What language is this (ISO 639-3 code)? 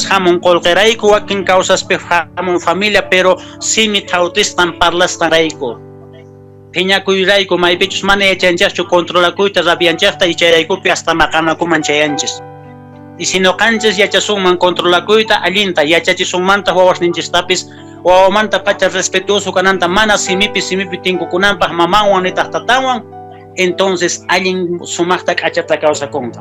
que